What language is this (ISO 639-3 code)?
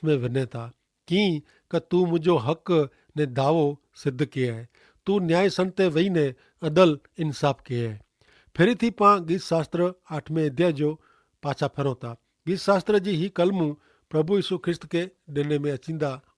kfr